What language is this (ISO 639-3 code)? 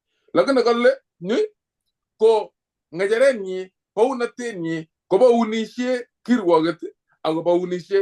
kln